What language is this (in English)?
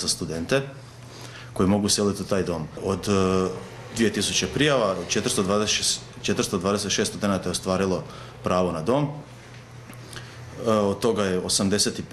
Croatian